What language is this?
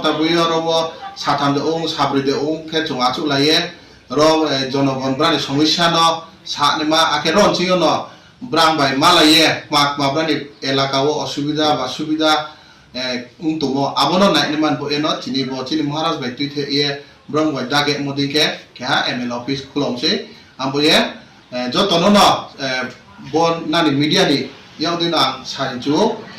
Riang (India)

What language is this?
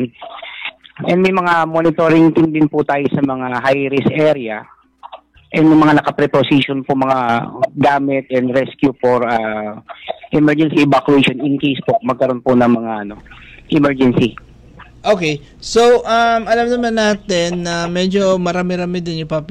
Filipino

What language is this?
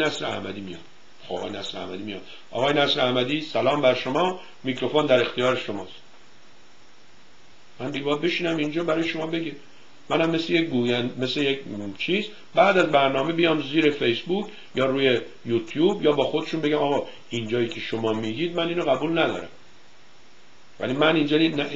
Persian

